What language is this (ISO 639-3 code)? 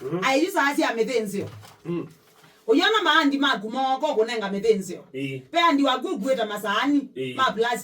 kam